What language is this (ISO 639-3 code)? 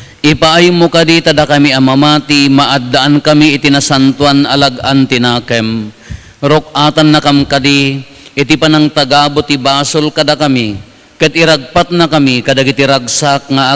ilo